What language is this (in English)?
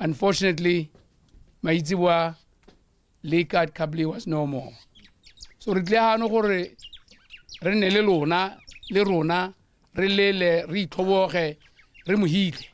Tswana